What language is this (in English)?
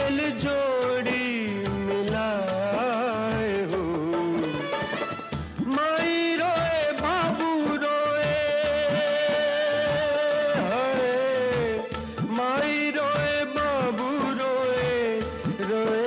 Bhojpuri